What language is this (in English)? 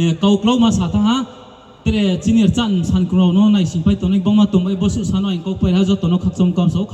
Riang (India)